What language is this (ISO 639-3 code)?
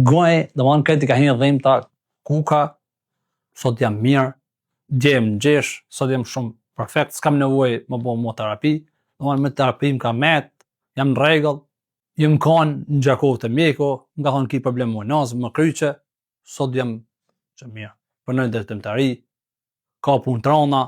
sqi